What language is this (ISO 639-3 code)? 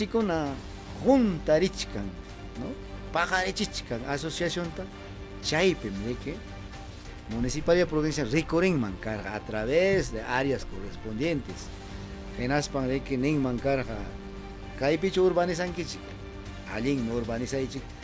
quy